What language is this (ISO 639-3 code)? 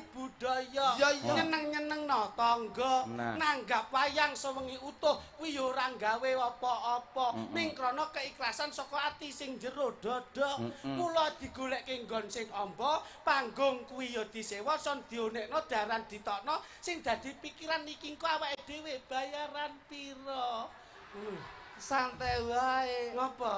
jav